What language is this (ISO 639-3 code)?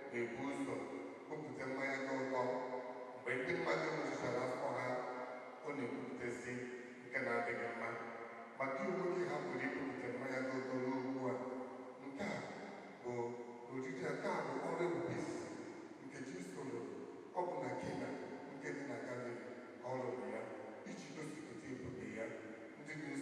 ibo